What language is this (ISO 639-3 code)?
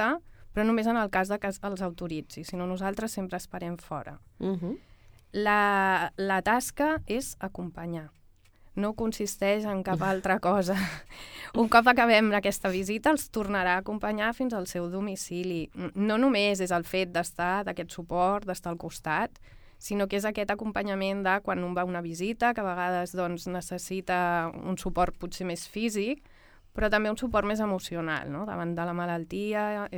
cat